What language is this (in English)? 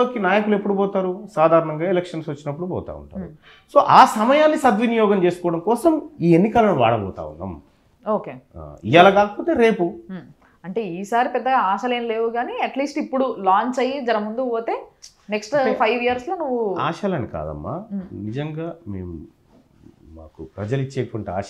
Telugu